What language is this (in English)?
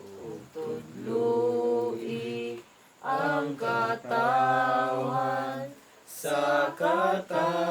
Cebuano